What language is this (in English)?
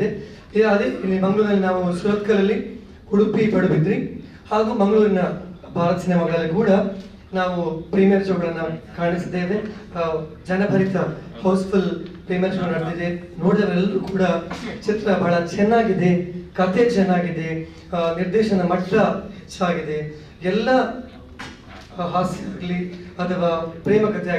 Kannada